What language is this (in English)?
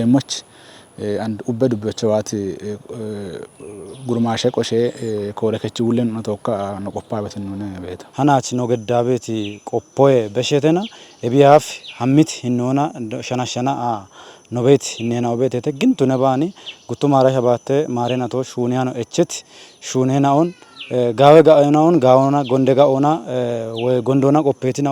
Kafa